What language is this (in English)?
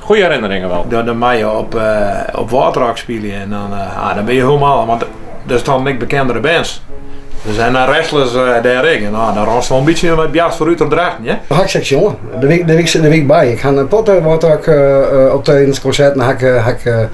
Western Frisian